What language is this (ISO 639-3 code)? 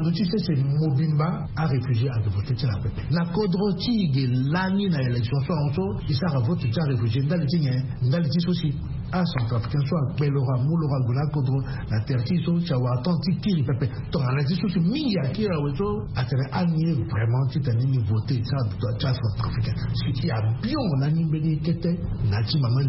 sag